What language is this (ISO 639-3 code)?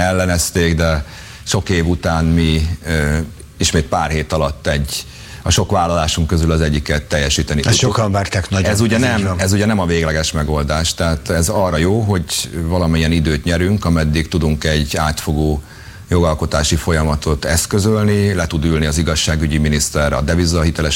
hun